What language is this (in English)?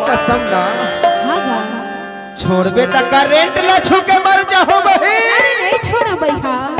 Chhattisgarhi